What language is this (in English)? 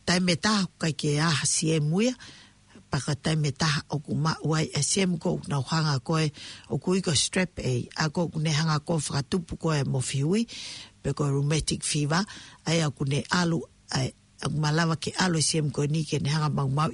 Tongan